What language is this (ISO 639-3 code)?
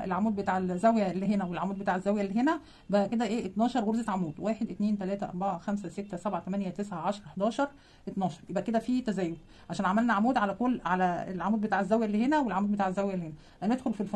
arz